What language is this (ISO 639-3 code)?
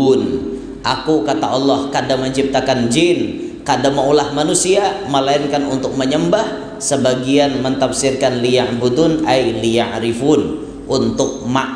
bjn